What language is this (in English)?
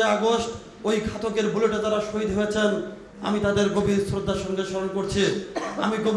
Bangla